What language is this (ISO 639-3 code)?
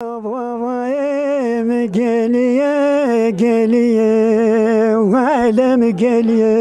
zza